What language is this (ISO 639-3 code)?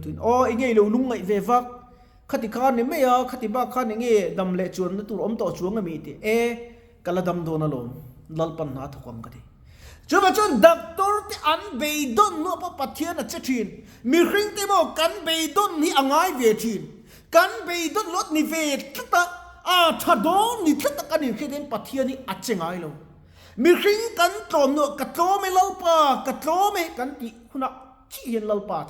lus